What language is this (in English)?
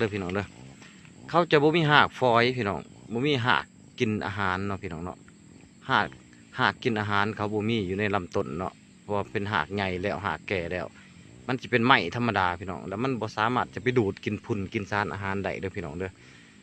Lao